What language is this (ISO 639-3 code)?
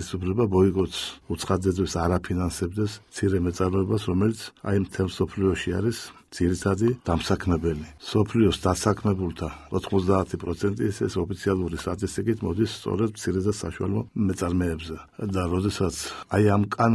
kat